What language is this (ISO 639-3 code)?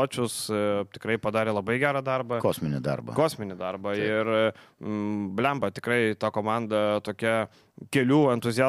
lit